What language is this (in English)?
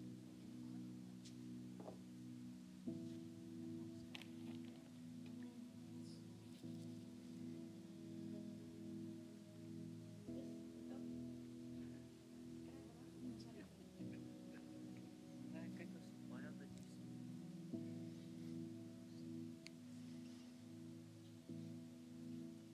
Afrikaans